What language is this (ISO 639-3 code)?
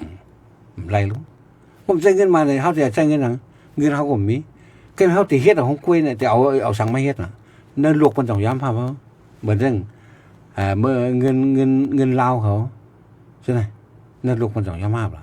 shn